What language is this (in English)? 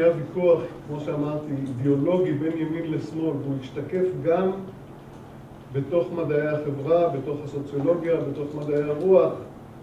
Hebrew